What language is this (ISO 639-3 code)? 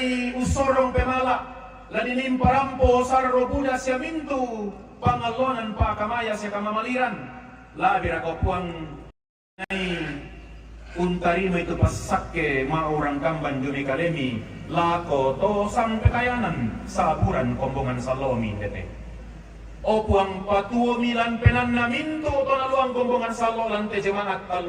sda